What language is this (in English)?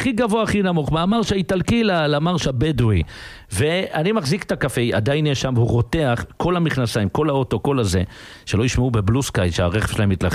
Hebrew